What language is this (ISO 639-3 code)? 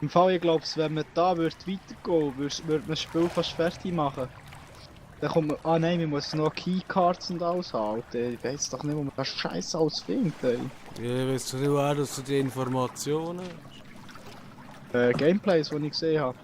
gsw